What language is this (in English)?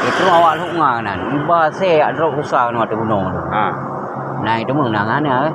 Achinese